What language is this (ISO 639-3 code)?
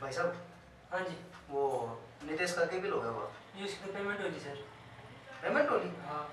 bgc